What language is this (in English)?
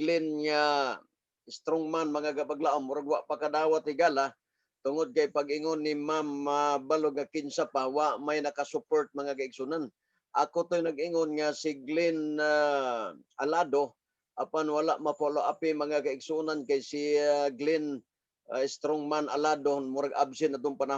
Cebuano